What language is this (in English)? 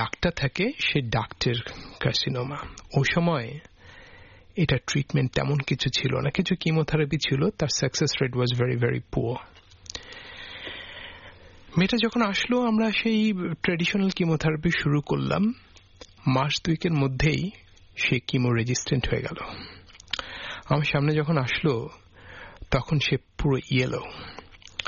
Bangla